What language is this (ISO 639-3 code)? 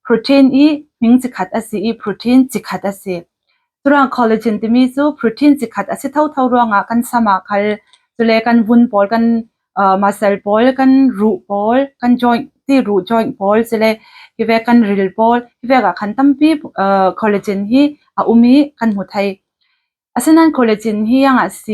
cfm